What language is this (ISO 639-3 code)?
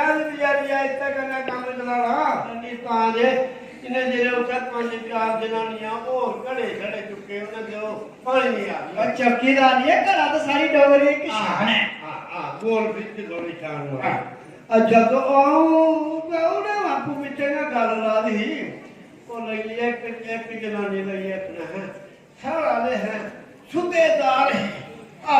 doi